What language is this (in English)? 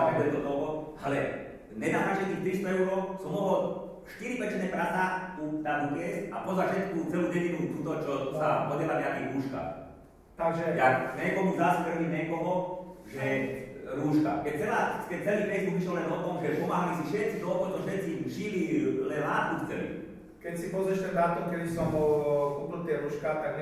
Slovak